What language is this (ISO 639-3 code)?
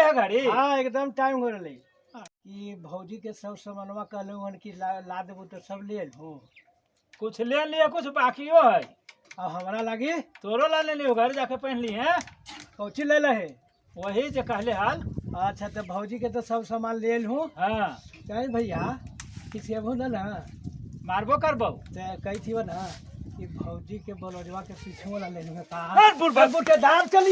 mag